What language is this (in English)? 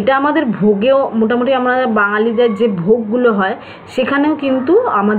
Bangla